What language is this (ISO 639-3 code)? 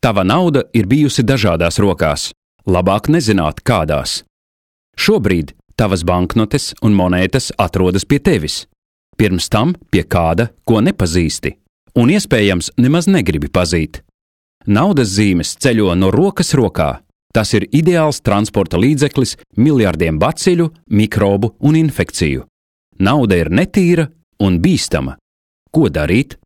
lav